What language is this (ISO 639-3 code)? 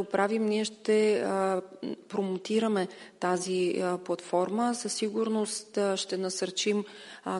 bul